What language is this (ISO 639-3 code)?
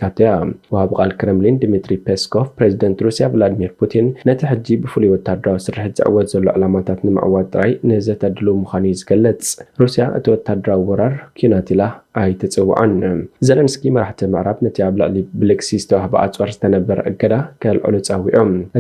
tir